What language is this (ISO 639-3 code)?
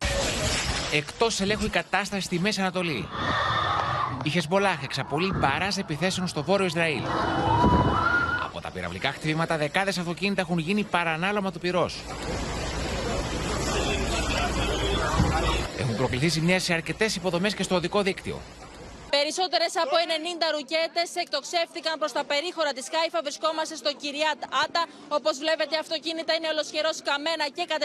ell